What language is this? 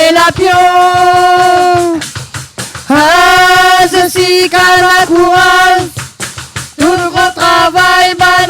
Réunion Creole French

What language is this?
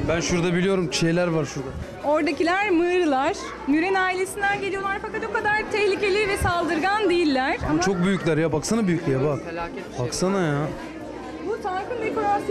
Turkish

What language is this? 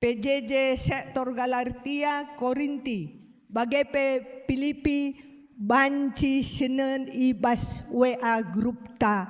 Batak Karo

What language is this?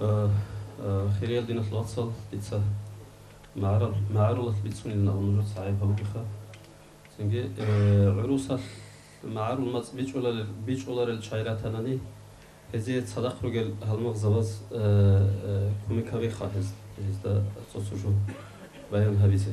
Avaric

